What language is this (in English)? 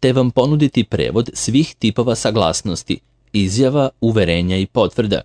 Serbian